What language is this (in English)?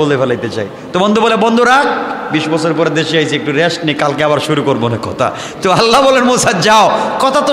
Bangla